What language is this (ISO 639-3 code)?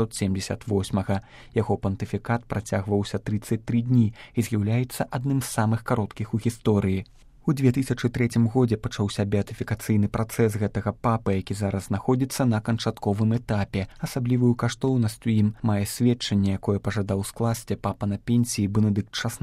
bel